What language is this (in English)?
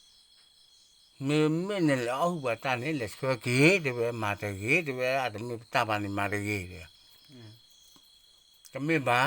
S'gaw Karen